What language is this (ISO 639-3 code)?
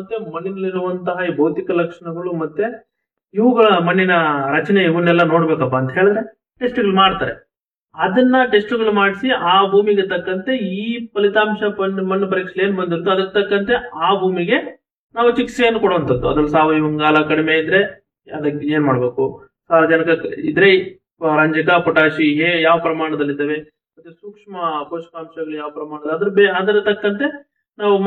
kan